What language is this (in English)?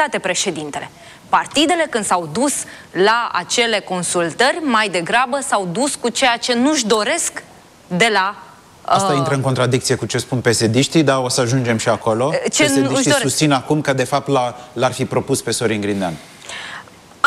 Romanian